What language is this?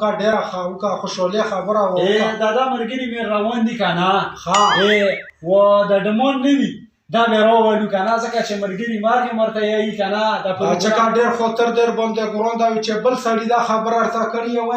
Pashto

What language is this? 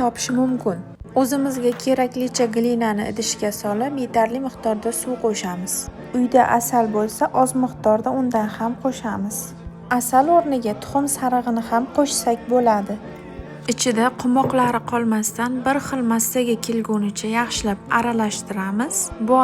Uzbek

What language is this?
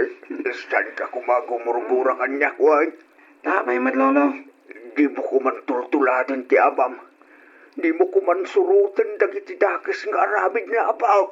Iloko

